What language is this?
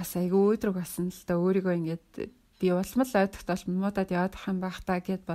Mongolian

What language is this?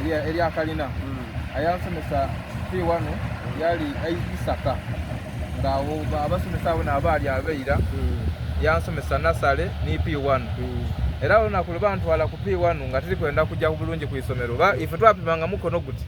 Soga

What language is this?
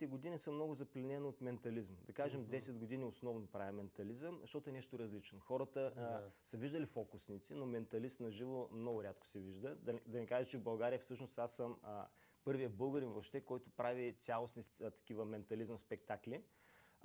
Bulgarian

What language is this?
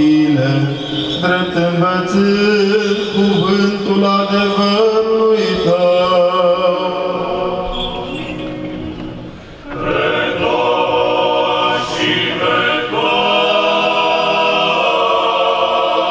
Romanian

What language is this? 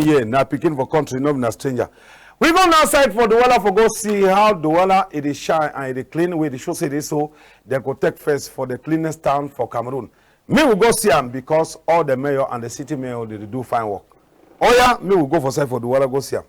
Cameroon Pidgin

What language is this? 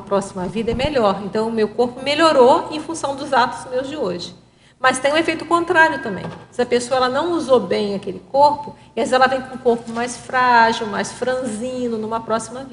Portuguese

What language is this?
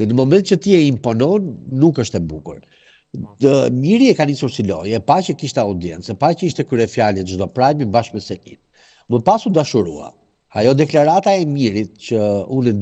Albanian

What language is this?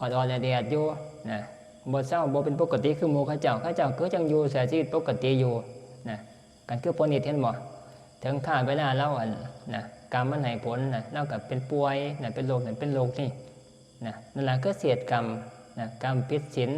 Northeastern Thai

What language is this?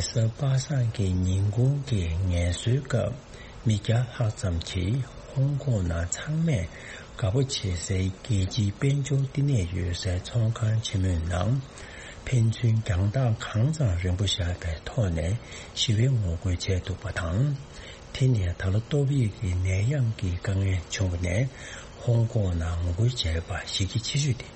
Tibetan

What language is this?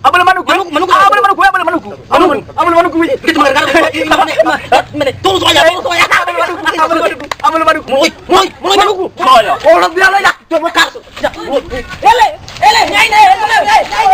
Nias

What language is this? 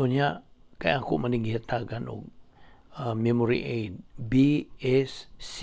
Cebuano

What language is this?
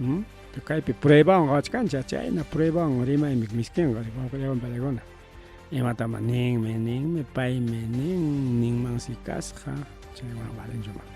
Ayacucho Quechua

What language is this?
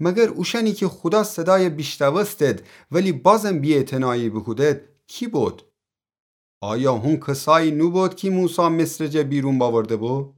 Gilaki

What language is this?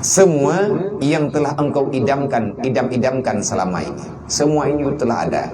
Achinese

